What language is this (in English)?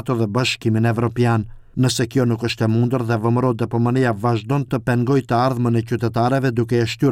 Albanian